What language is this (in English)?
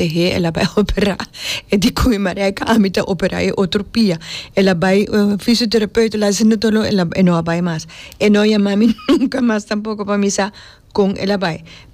Papiamento